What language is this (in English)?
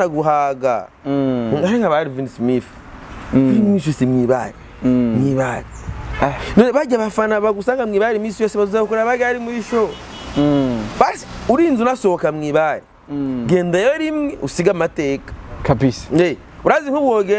Rundi